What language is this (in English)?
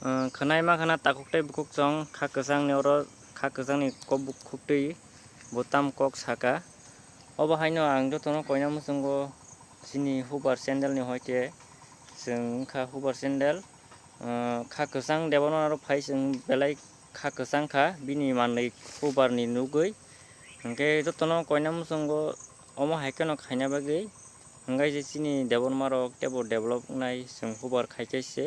Kok Borok